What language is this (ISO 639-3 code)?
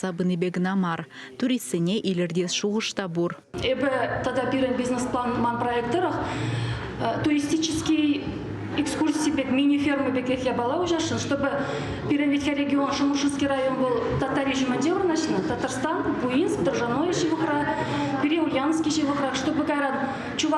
chv